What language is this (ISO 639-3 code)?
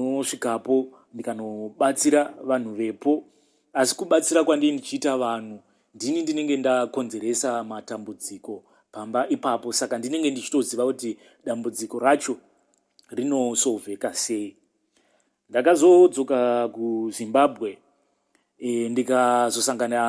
sna